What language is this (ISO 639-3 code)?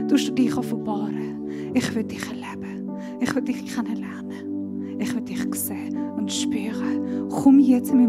gsw